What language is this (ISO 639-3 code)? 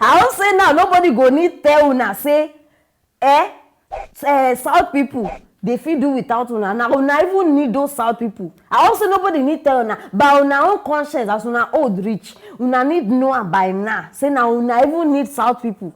pcm